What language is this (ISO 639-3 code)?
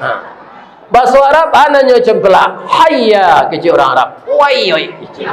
min